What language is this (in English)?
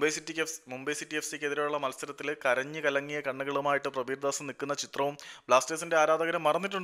Malayalam